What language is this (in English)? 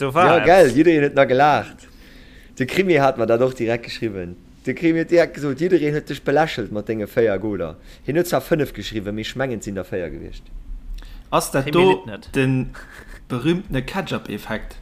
Luxembourgish